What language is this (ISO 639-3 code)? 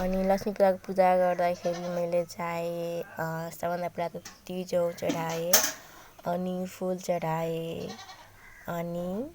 nep